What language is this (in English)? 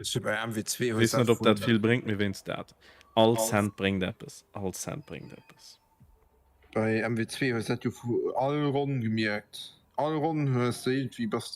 Luxembourgish